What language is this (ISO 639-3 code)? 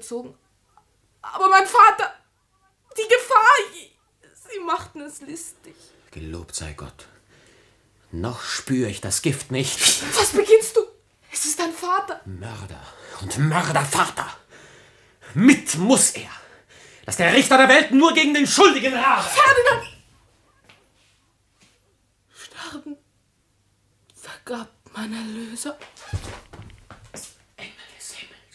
deu